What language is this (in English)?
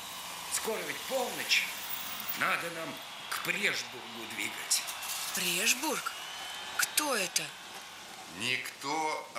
Russian